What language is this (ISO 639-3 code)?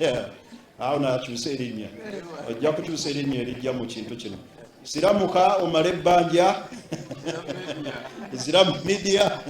lug